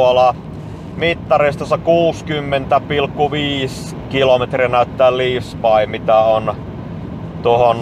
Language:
Finnish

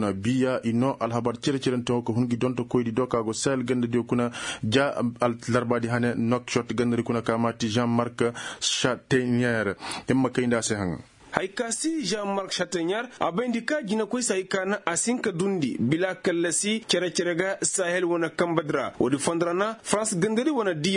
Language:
Koyraboro Senni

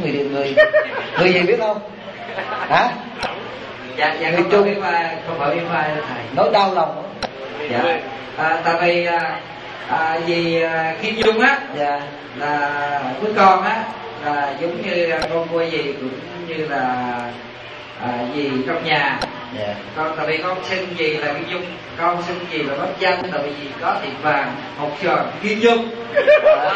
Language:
Vietnamese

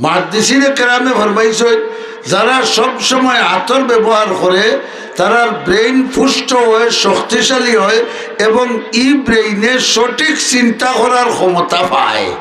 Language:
Sylheti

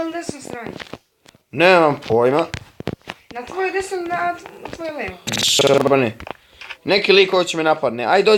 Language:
Bosnian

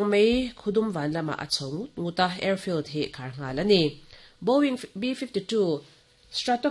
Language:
Mizo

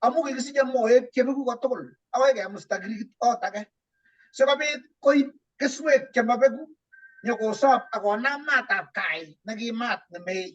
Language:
Kalenjin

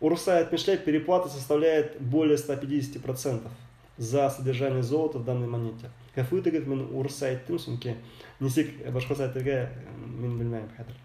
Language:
Bashkir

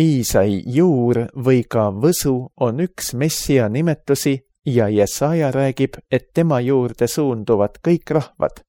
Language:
Estonian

